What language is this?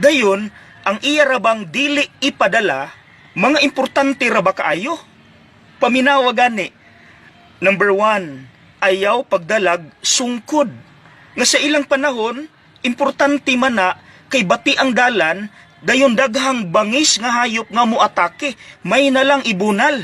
Cebuano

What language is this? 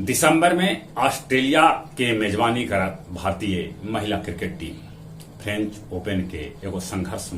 Magahi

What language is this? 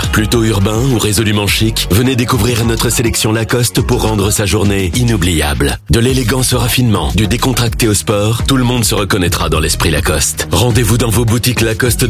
French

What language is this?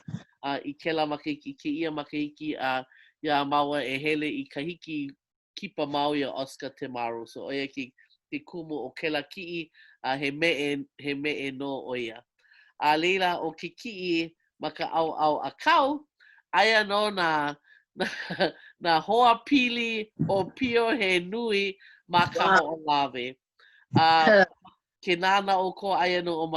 Hawaiian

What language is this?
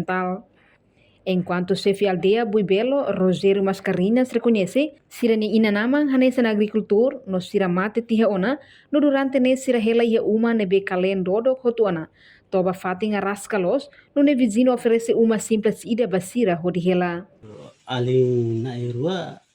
Tetum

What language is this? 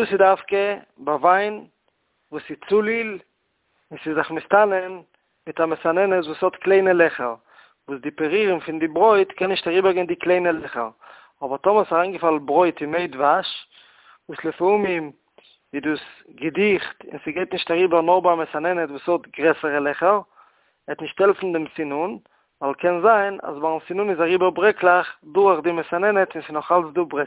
Yiddish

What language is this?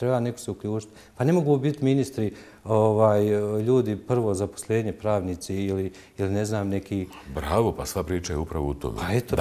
Bosnian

